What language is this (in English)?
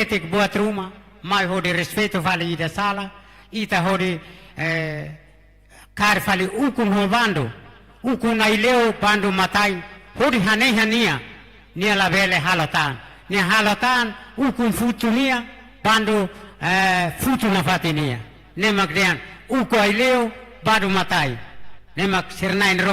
Tetum